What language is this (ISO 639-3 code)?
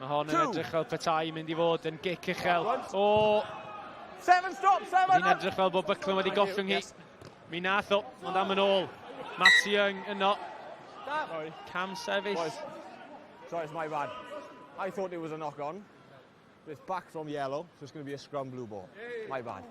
cym